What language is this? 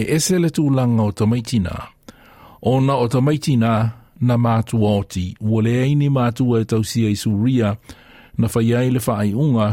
Samoan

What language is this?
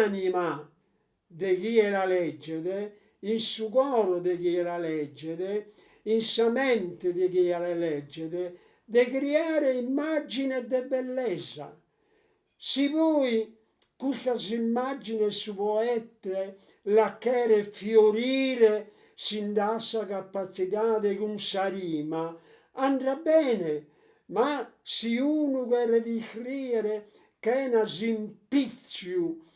Sardinian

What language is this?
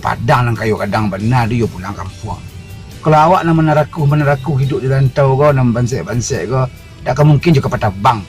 Minangkabau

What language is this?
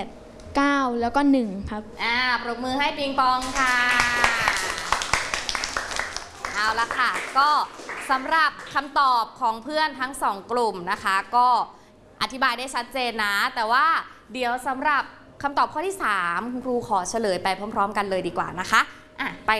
Thai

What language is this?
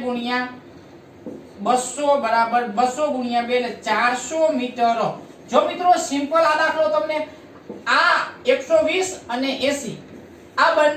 Gujarati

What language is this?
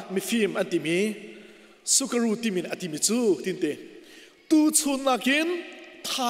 Hakha Chin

